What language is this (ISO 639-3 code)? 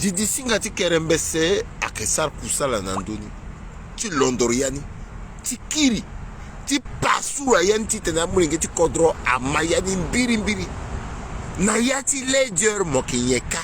sag